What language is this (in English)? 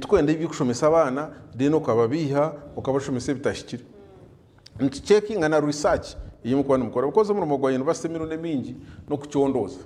Nyankole